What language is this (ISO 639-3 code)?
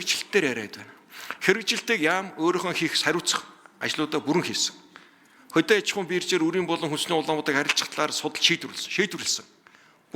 mon